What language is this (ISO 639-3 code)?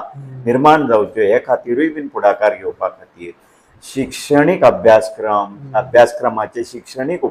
kok